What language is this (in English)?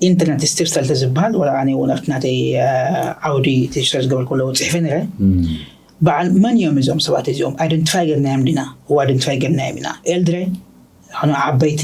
Tigrinya